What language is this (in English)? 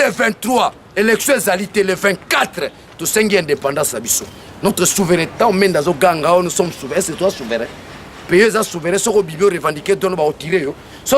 Lingala